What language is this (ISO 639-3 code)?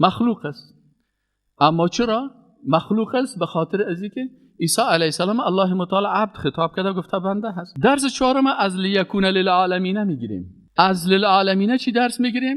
fas